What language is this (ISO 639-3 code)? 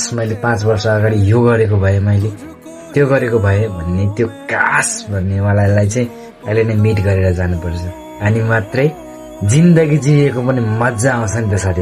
nep